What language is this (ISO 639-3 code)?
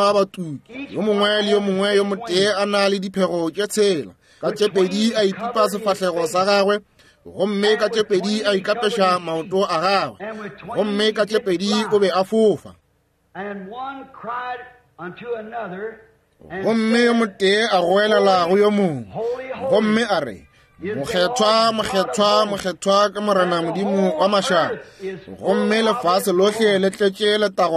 nso